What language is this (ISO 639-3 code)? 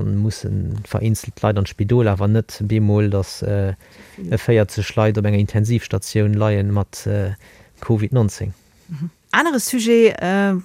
ltz